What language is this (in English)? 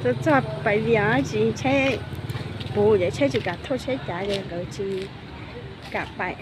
Hmong